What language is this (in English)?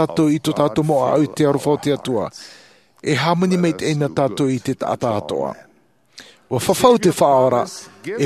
Tahitian